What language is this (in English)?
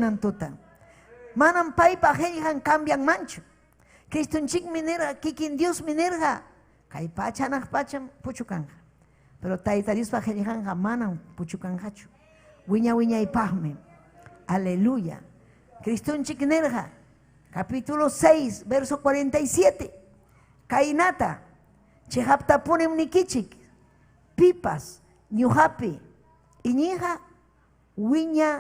Ayacucho Quechua